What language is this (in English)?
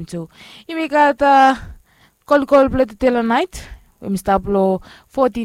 Bislama